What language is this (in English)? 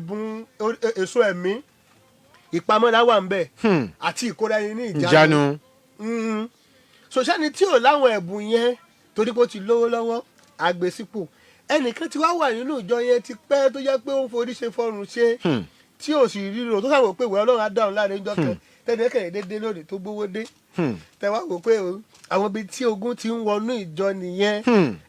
Yoruba